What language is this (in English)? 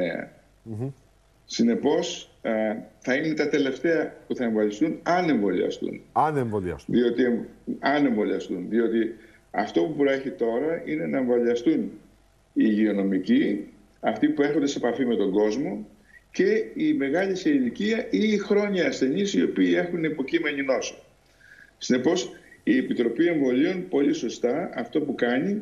Greek